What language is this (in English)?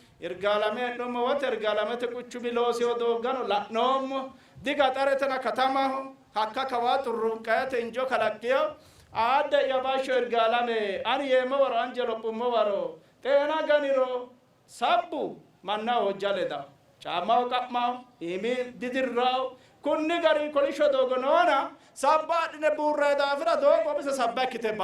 Sidamo